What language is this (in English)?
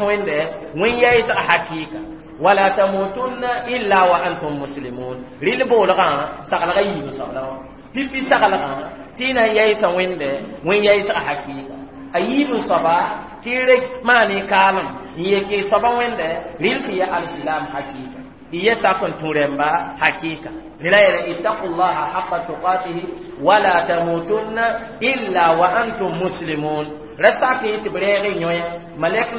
Mossi